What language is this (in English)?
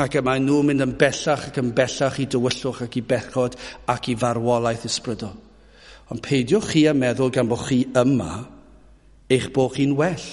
Welsh